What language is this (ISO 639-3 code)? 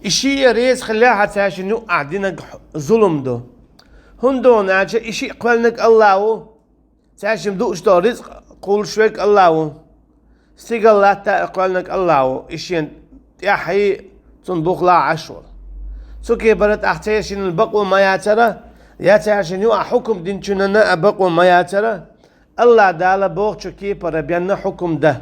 che